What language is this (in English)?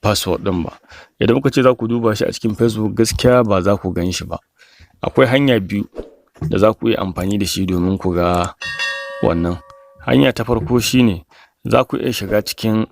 Hausa